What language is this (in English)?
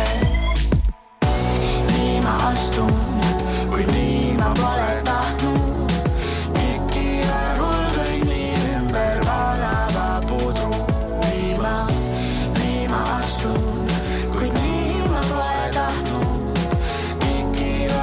Estonian